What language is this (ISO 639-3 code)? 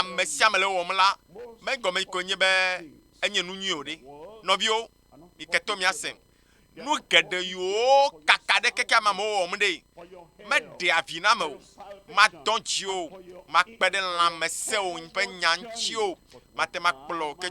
ewe